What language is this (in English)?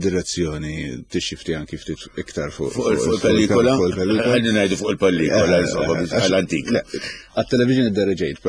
Maltese